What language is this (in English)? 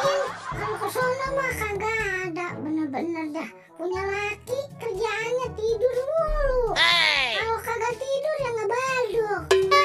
Betawi